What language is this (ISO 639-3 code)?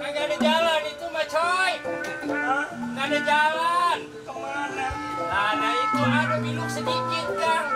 bew